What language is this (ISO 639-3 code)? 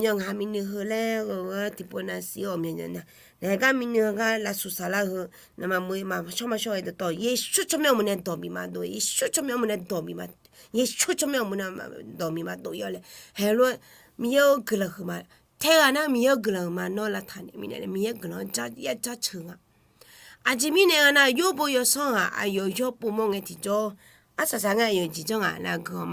ahk